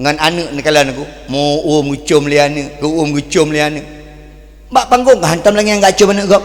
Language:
Achinese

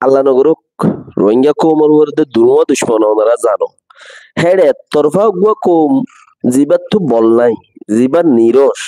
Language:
Rohingya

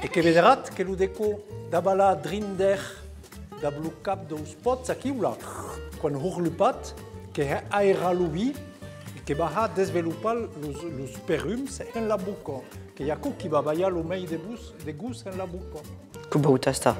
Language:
Occitan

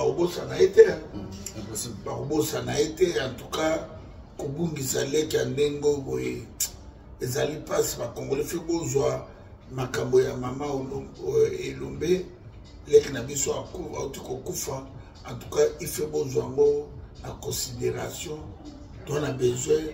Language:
Lingala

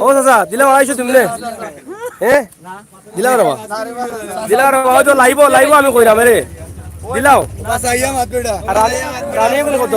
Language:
Sylheti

